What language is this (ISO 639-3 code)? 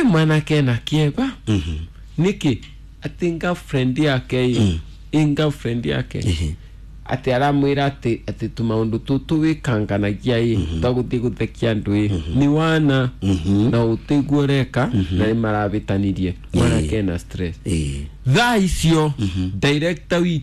kik